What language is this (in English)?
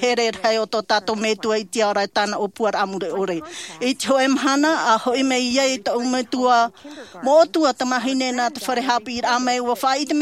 Tahitian